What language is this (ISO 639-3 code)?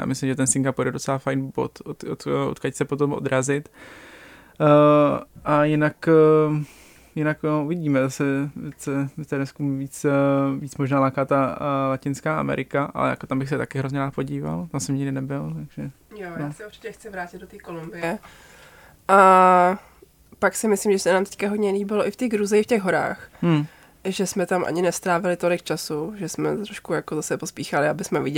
ces